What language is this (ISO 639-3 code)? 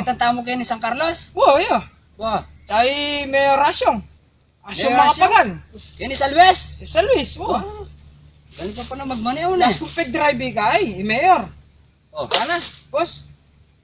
pam